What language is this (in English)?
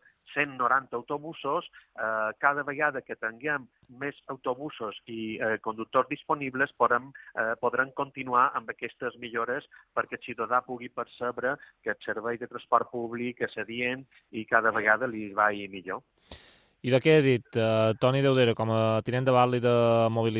Catalan